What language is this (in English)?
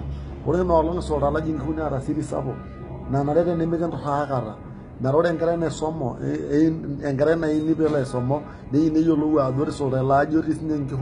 Masai